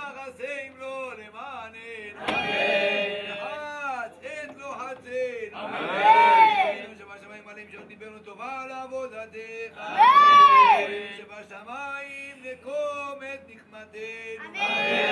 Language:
Hebrew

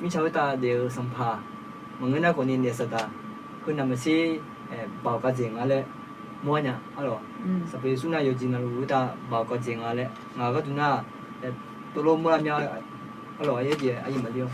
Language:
Akha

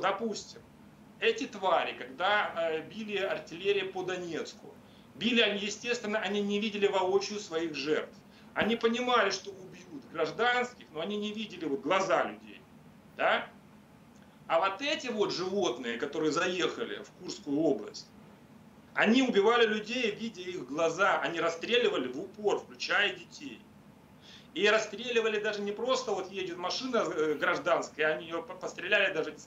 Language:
Russian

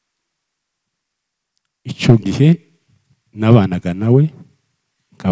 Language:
Kinyarwanda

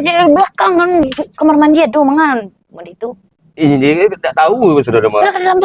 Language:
Minangkabau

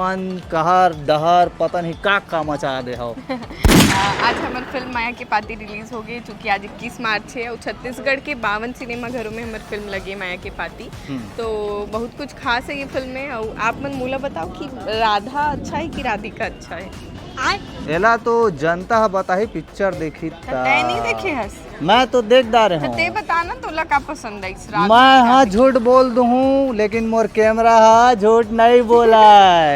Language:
Chhattisgarhi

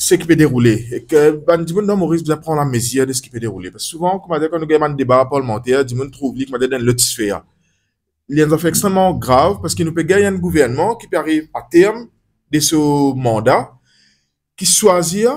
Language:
Morisyen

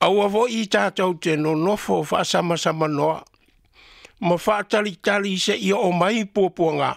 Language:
Samoan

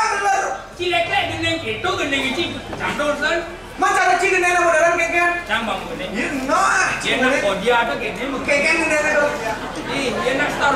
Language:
Balinese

